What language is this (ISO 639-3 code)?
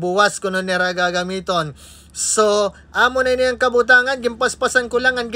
war